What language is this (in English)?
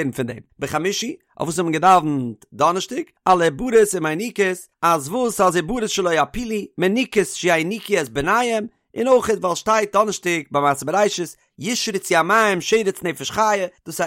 Yiddish